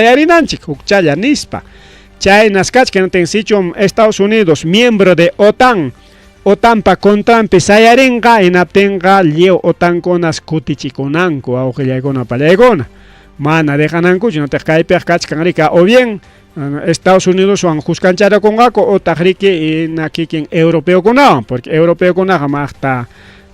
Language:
Ayacucho Quechua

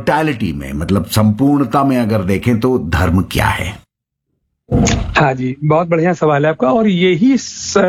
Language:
Hindi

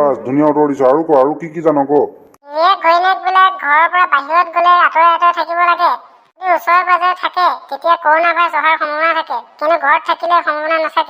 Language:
Assamese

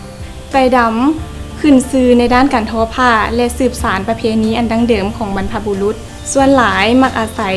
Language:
Lao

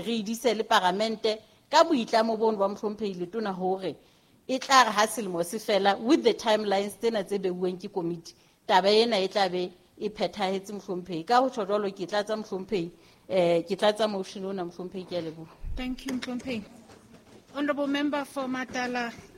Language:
Southern Sotho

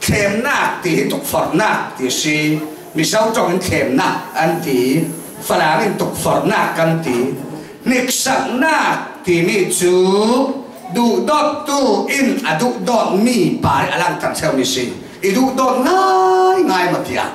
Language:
Falam Chin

